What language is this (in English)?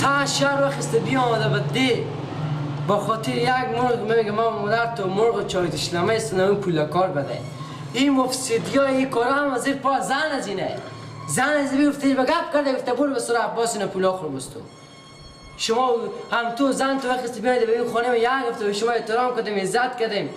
Persian